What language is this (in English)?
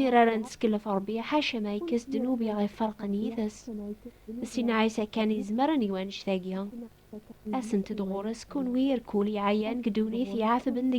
Kabyle